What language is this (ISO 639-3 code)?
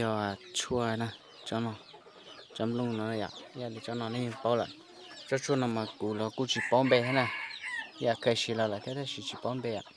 hmn